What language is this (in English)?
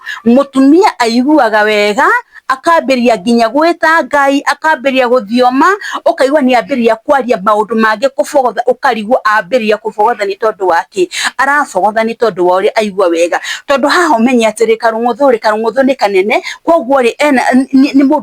Kikuyu